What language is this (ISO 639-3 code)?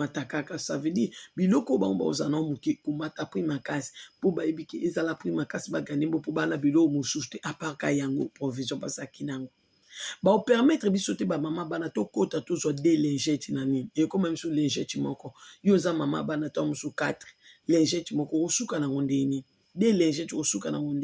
lin